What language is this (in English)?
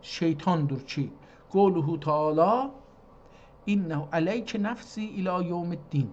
South Azerbaijani